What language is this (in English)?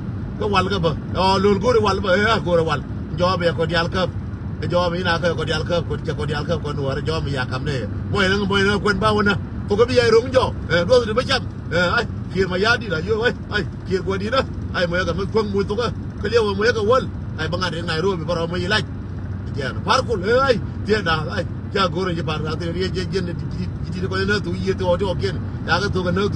Nuer